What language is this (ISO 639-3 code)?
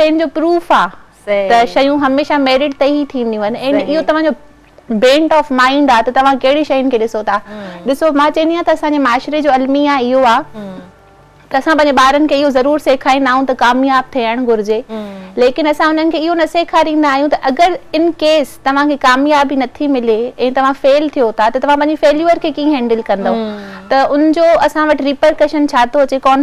snd